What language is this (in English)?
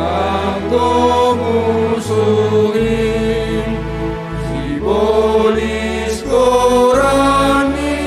Batak Simalungun